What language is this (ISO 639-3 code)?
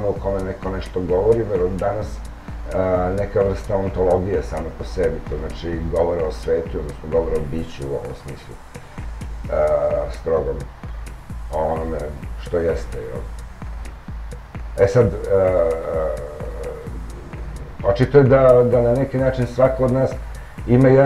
srp